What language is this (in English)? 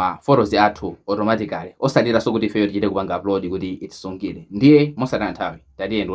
Nyanja